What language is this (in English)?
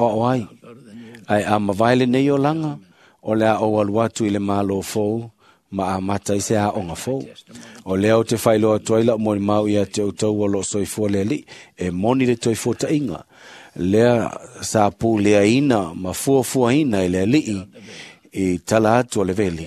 Samoan